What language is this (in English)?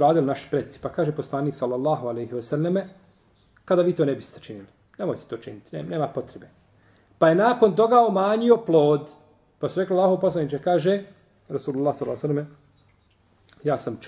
Bosnian